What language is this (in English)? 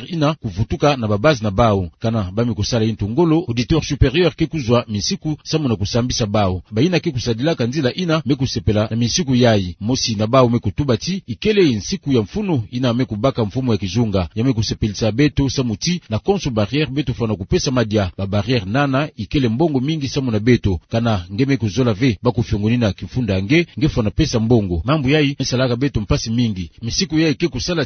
Kituba (Democratic Republic of Congo)